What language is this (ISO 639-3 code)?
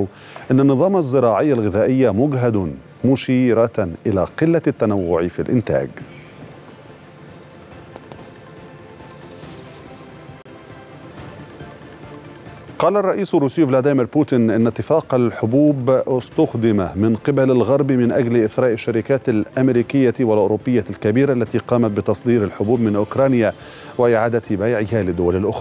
ara